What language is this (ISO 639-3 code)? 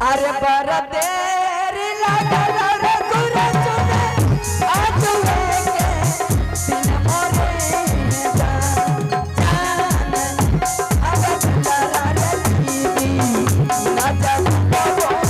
anp